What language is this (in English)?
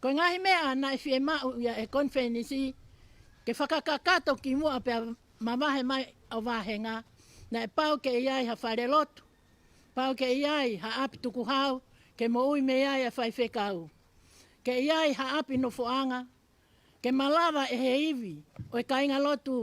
Tongan